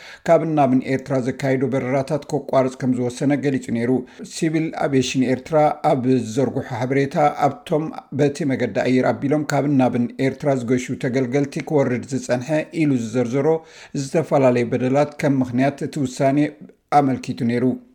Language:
Tigrinya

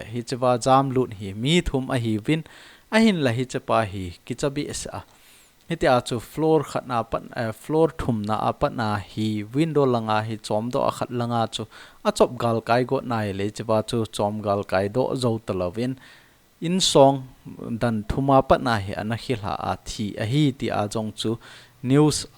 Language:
Thado Chin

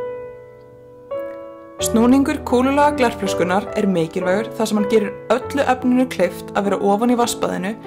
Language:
Icelandic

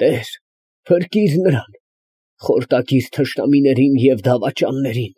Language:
Armenian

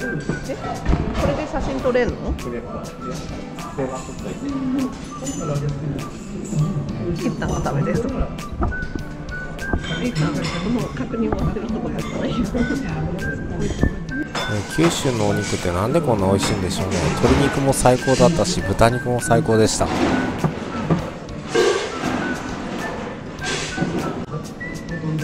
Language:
Japanese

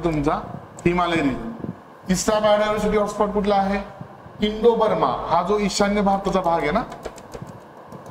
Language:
Marathi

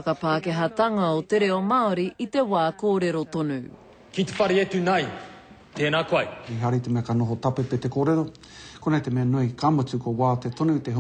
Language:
Māori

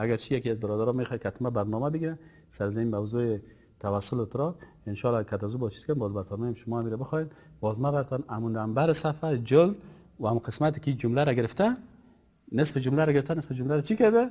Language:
Persian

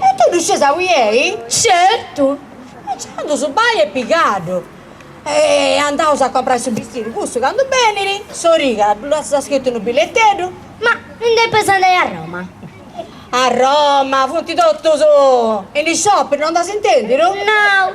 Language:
Sardinian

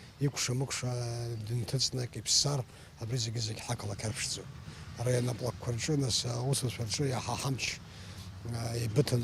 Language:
Abkhazian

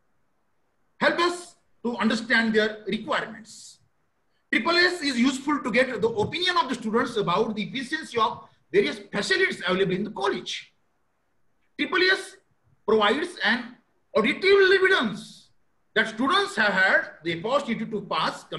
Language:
English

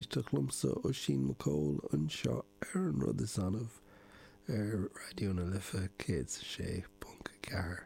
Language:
Irish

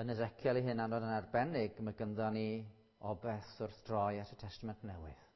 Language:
Welsh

